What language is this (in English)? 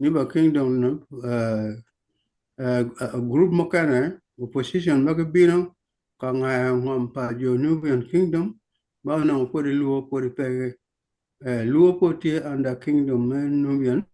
Acoli